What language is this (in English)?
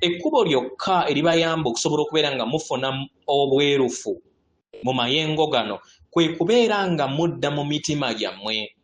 Ganda